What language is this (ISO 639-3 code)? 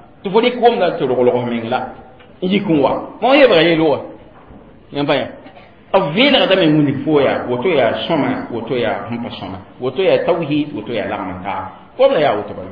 mos